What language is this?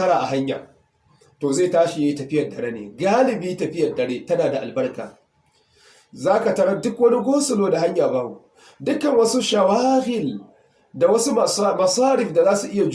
Hausa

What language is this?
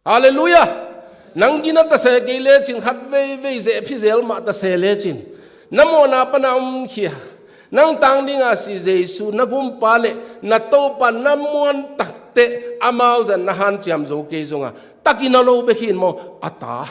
Tedim Chin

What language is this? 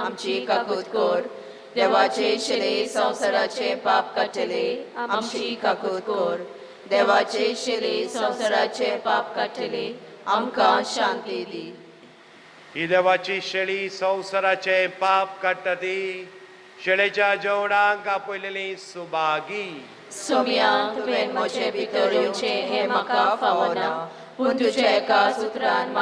Konkani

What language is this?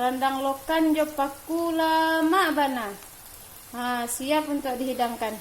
Minangkabau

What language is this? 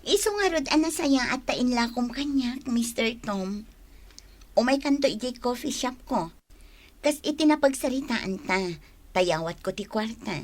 Iloko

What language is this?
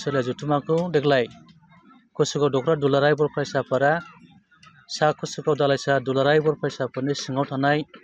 Bodo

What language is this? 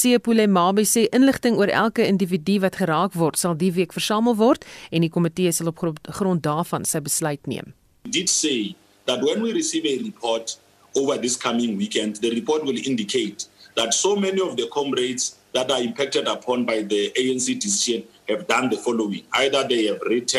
Afrikaans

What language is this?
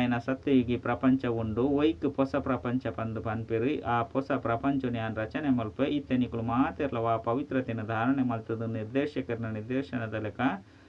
Tulu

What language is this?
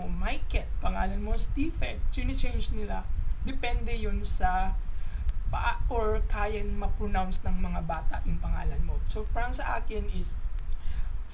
Filipino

